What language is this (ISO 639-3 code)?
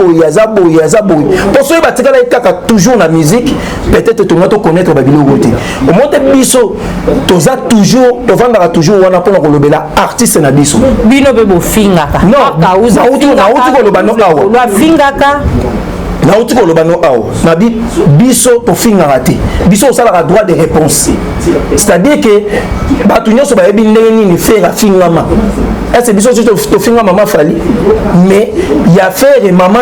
lin